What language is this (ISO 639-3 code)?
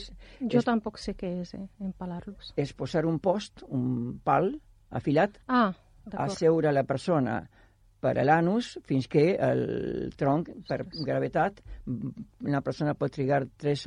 cat